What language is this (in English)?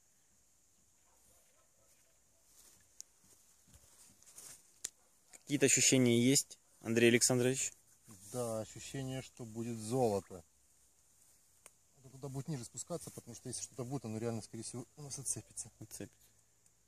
Russian